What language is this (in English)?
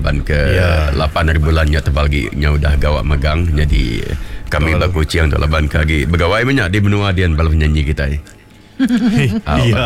Iban